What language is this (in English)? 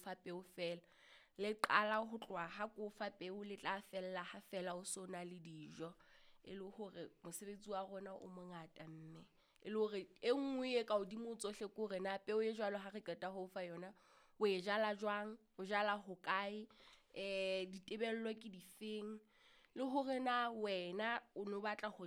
Southern Sotho